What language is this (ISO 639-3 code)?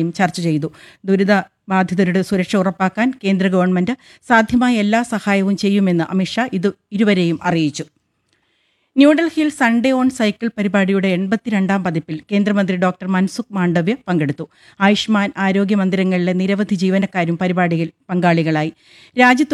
mal